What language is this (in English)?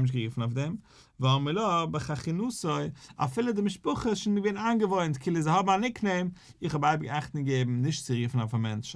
Yiddish